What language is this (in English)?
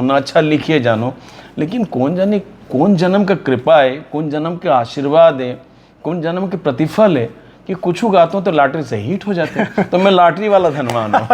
Chhattisgarhi